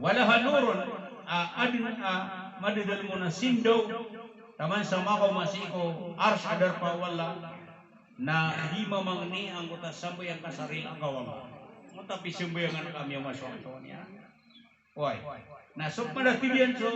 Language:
Maranao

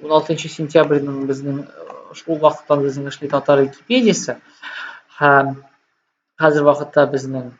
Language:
Tatar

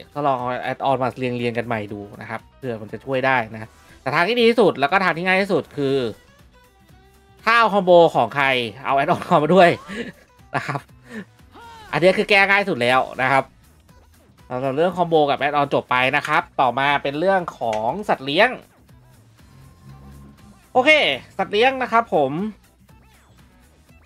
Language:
Thai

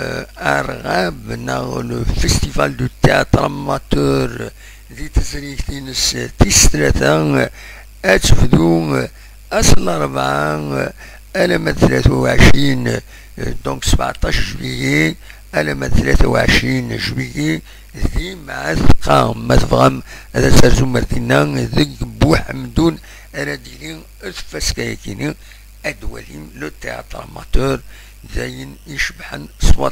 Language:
Kabyle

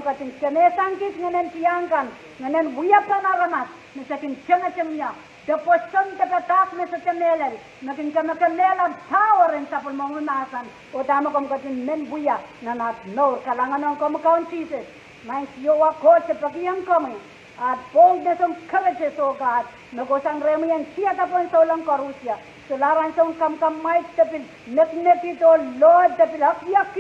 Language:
Pohnpeian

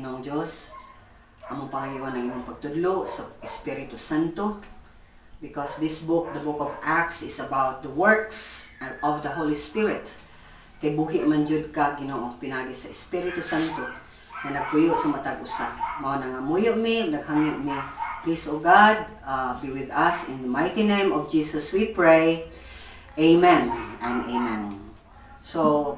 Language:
Cebuano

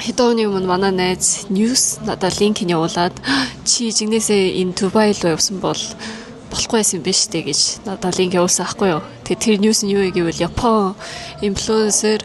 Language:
Mongolian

